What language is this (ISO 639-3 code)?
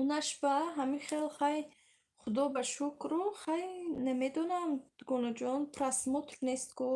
tgk